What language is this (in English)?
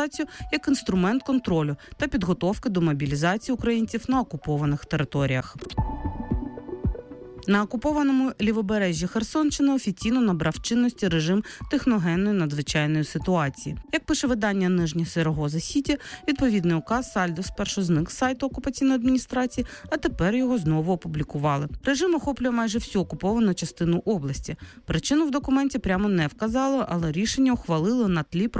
Ukrainian